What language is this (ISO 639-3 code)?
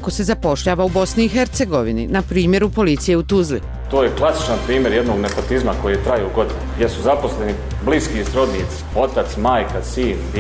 bos